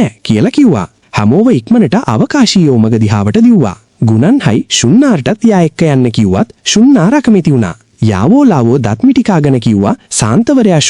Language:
Sinhala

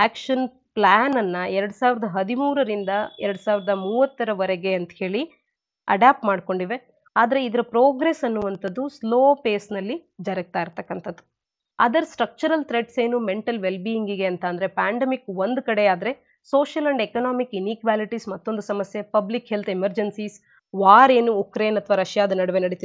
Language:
Kannada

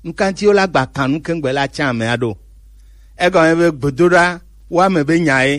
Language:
Gen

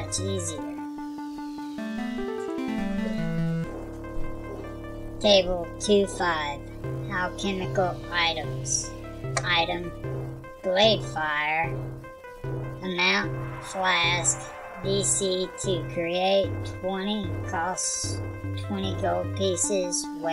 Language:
English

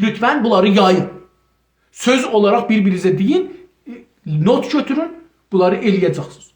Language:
South Azerbaijani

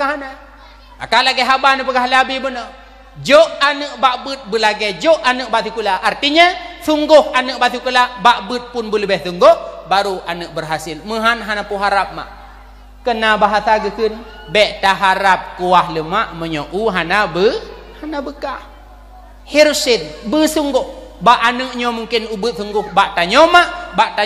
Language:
Achinese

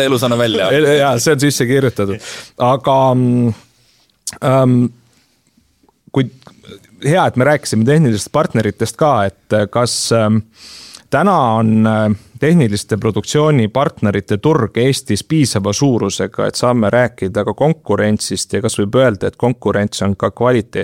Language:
Estonian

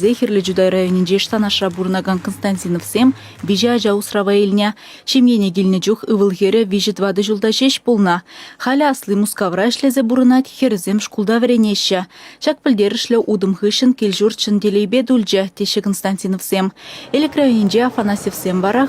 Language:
Chuvash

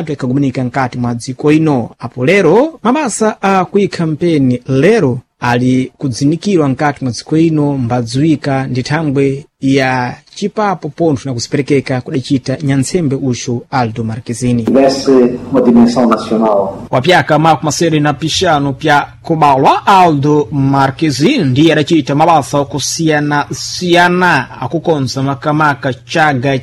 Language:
Sena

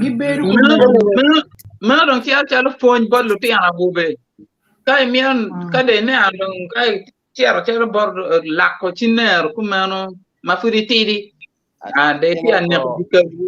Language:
Acoli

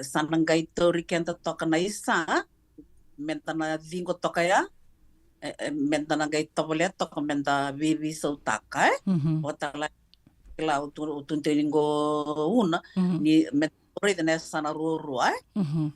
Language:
Fijian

